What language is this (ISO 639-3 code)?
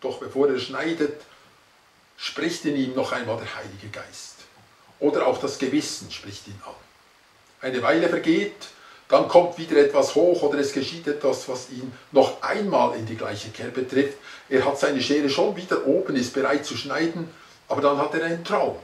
gsw